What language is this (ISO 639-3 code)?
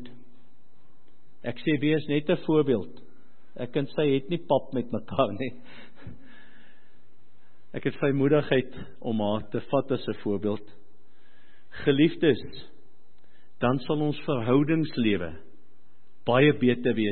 afr